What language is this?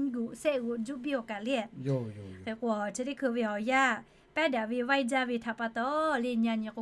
Lahu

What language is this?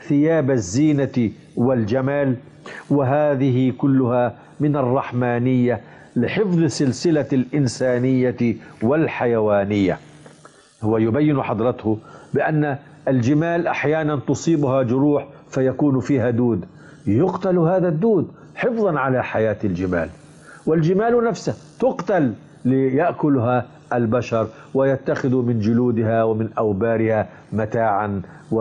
Arabic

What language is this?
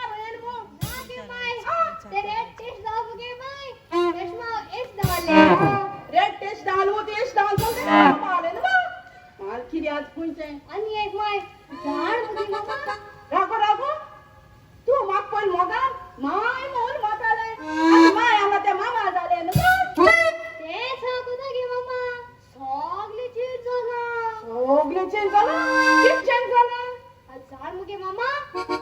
Konkani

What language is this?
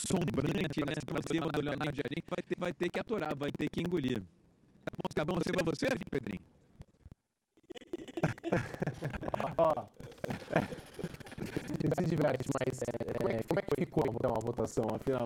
Portuguese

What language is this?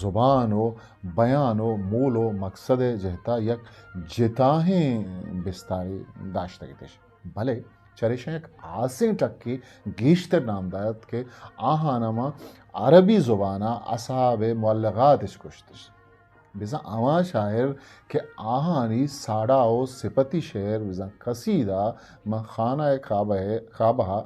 Eastern Balochi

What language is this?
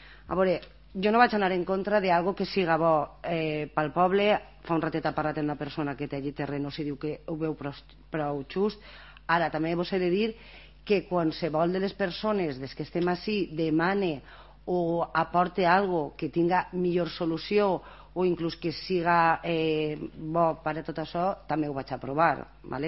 Catalan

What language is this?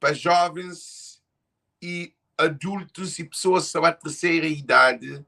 Kabuverdianu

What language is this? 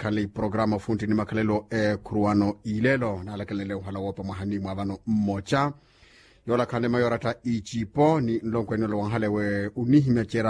Makhuwa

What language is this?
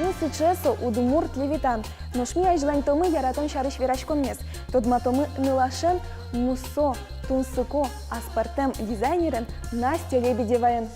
Udmurt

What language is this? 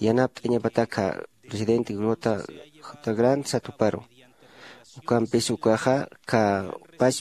Aymara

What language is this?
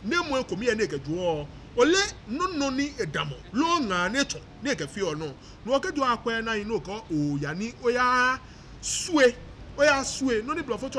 Ga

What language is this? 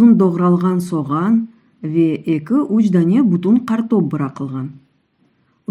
Crimean Tatar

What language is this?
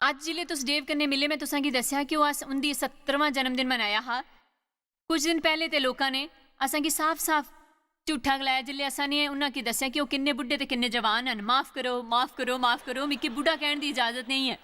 Dogri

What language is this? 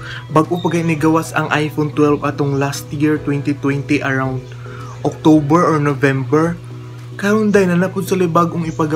Cebuano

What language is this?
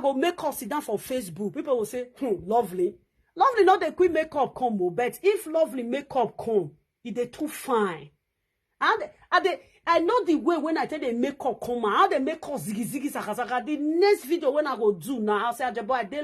Nigerian Pidgin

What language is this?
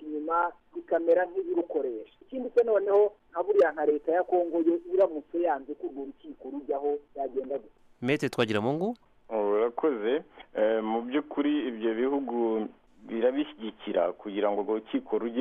Kinyarwanda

